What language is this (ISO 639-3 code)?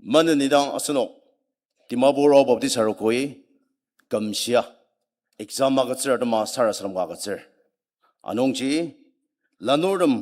njo